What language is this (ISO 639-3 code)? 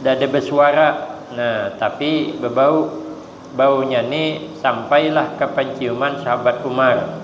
bjn